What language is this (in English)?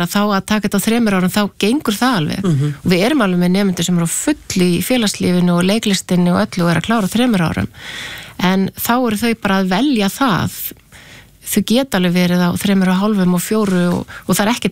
Icelandic